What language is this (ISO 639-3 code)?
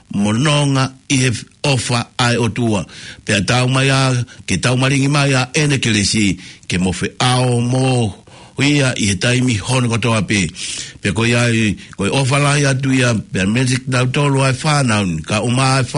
ton